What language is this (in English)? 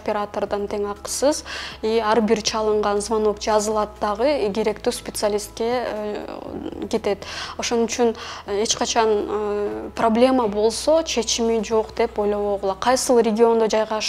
Kyrgyz